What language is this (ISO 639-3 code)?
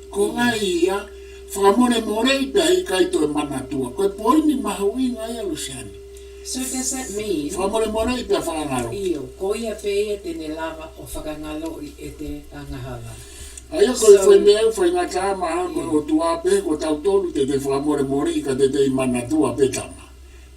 ton